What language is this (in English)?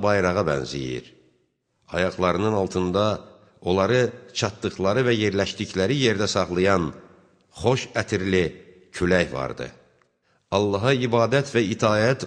Azerbaijani